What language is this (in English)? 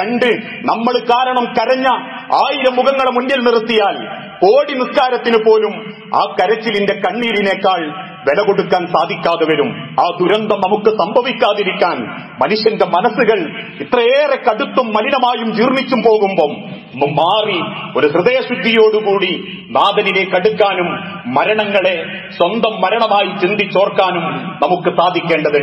Malayalam